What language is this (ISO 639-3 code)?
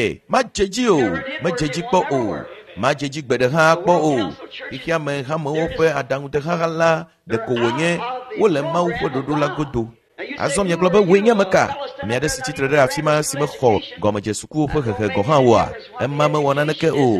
ewe